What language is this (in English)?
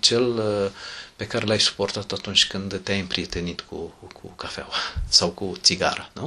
Romanian